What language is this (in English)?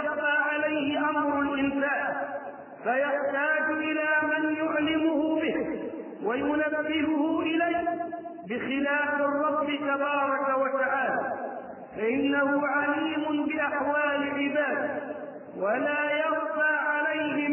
Arabic